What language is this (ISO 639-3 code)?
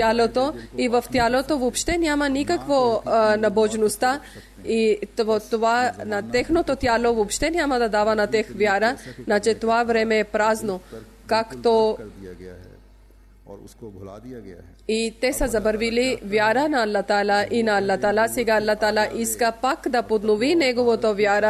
bul